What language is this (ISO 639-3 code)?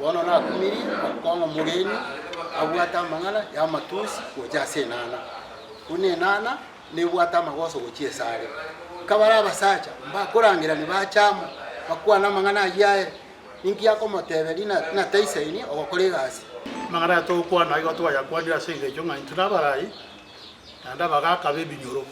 guz